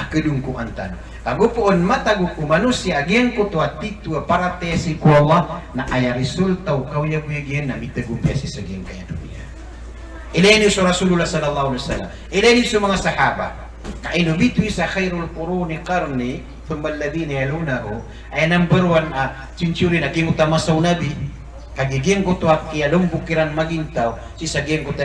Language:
Maranao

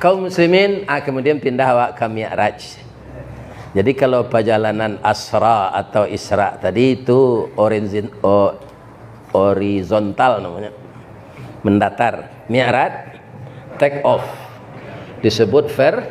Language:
Minangkabau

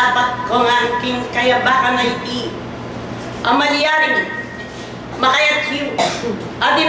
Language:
Pampanga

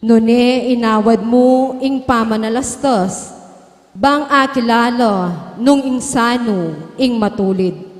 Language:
Pampanga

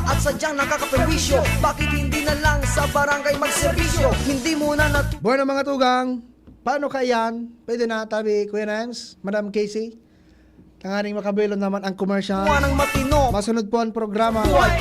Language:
Bikol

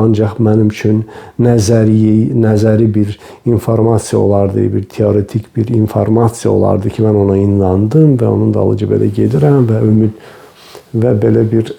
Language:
Azerbaijani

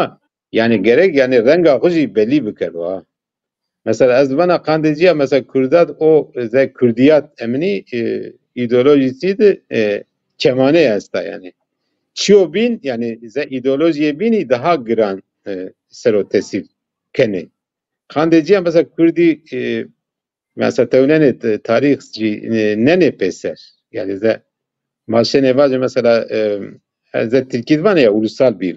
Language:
Zaza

